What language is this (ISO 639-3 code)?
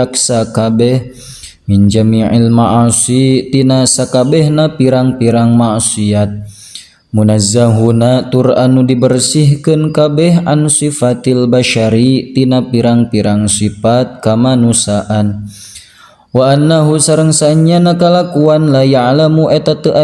sun